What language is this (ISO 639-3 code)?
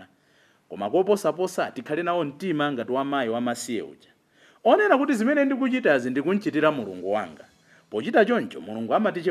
nya